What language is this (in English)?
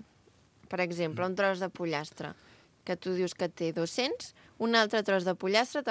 Catalan